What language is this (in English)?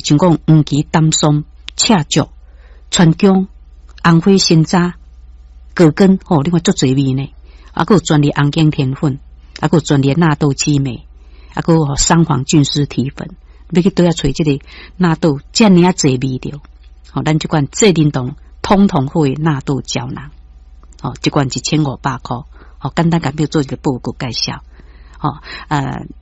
Min Nan Chinese